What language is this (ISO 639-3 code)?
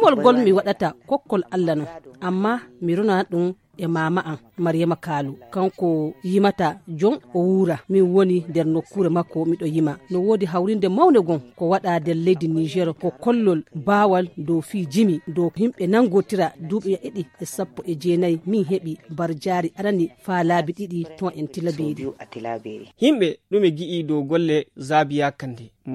fuv